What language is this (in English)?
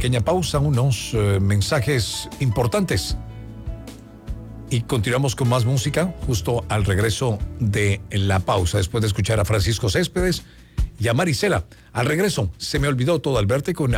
Spanish